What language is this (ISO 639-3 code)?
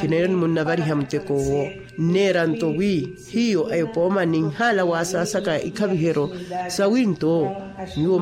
vmw